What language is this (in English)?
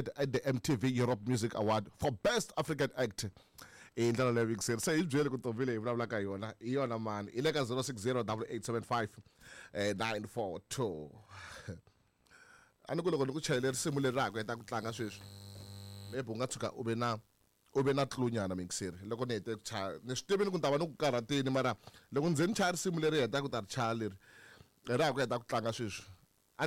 Tsonga